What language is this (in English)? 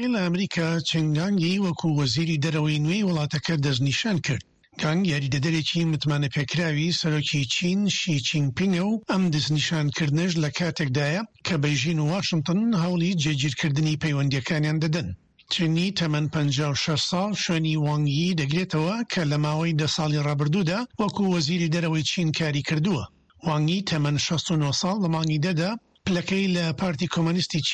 Central Kurdish